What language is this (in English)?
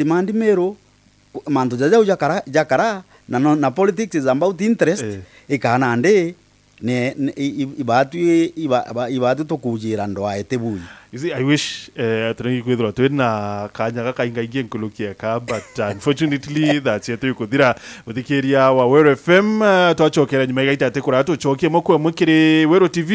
Meru